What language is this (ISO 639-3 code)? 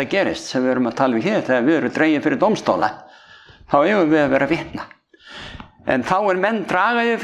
isl